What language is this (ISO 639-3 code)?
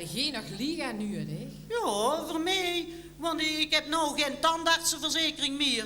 lim